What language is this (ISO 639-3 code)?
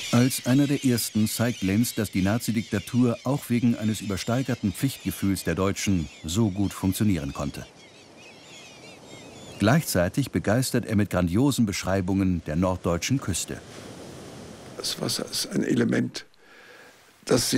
deu